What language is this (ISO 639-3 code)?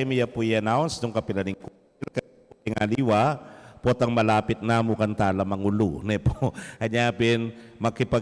pam